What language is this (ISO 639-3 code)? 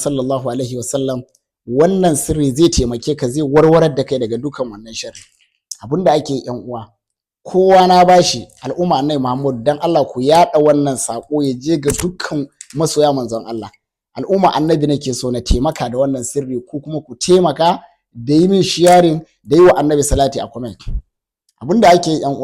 hau